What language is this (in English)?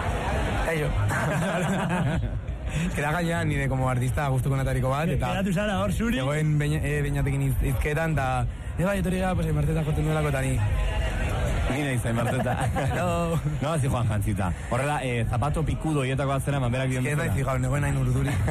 Basque